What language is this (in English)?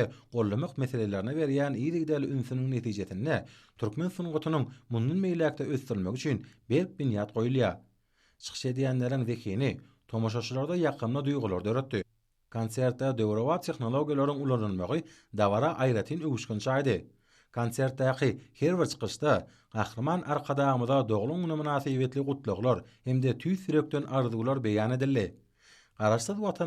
Turkmen